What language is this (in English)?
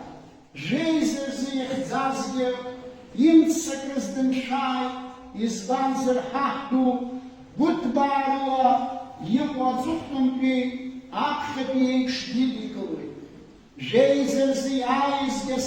Abkhazian